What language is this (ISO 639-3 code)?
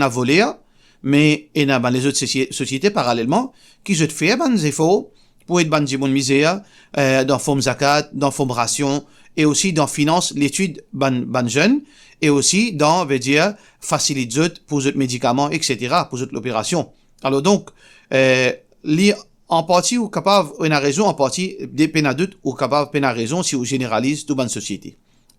mfe